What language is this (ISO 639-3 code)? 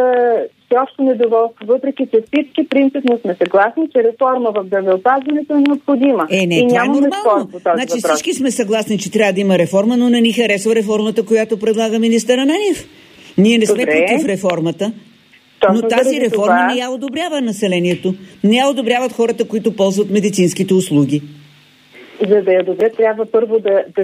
bul